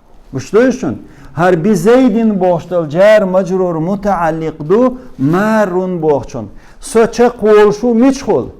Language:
Chechen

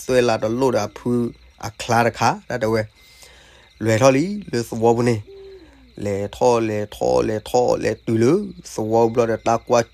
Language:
S'gaw Karen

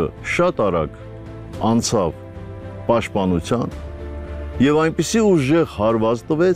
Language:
Armenian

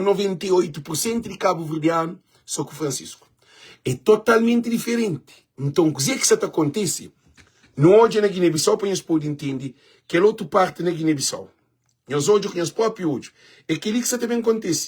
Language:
Kabuverdianu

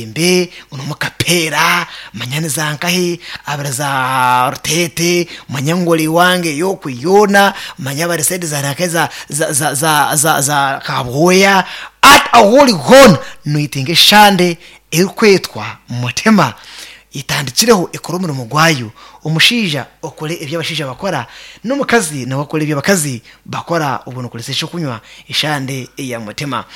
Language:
Nyankole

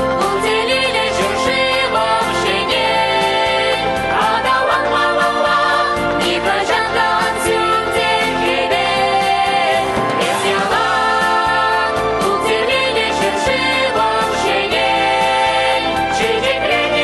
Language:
Chuvash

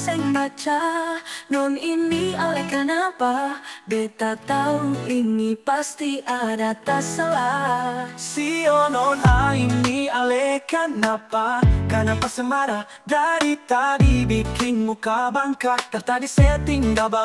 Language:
Ambonese Malay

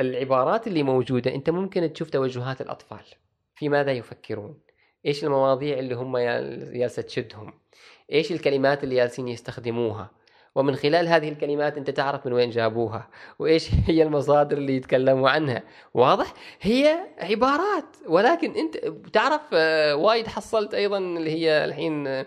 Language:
Gulf Arabic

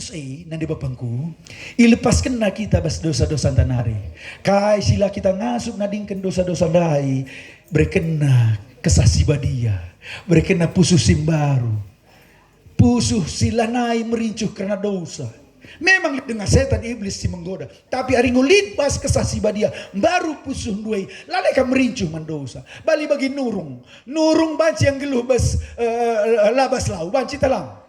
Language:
Batak Karo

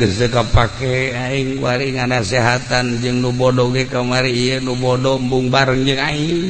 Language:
Sundanese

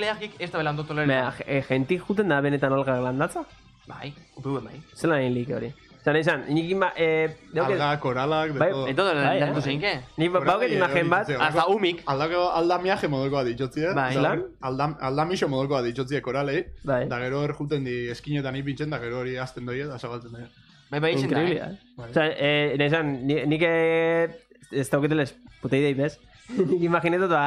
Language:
Basque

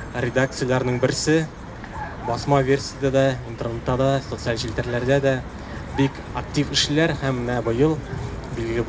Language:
Tatar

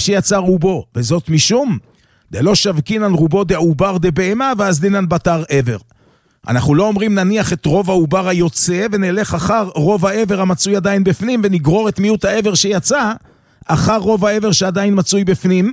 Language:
Hebrew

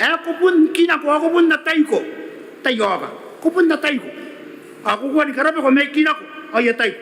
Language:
Gilbertese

